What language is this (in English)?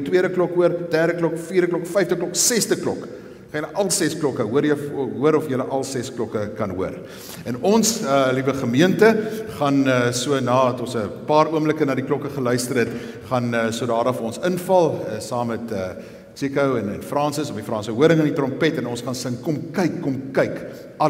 Afrikaans